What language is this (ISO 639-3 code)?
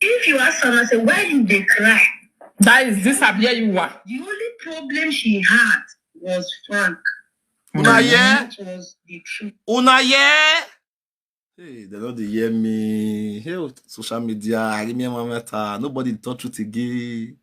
pcm